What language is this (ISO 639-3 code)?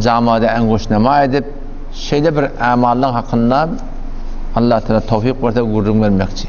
tuk